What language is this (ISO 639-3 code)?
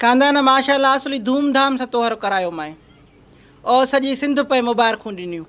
snd